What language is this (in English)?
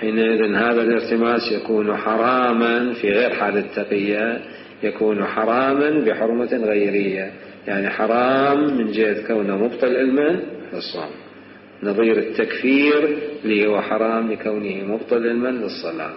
Mesopotamian Arabic